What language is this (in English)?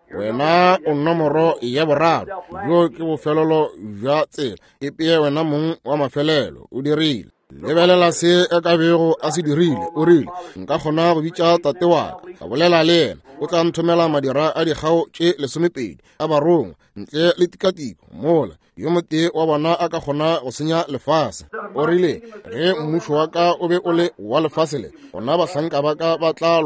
Northern Sotho